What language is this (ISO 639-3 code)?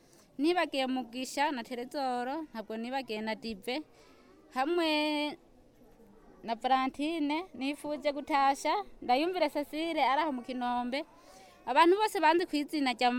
run